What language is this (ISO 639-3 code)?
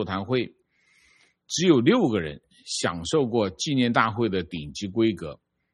zho